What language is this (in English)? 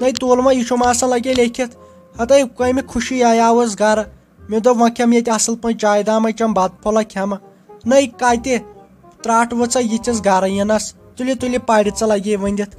Kashmiri